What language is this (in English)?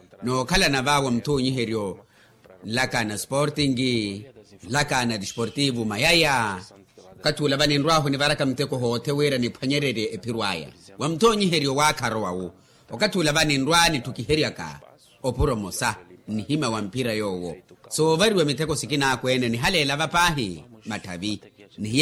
Makhuwa